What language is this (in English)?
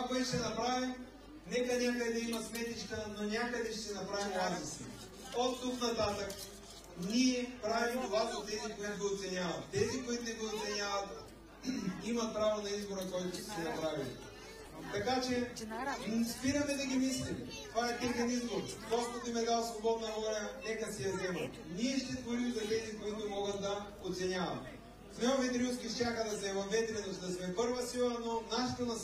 Bulgarian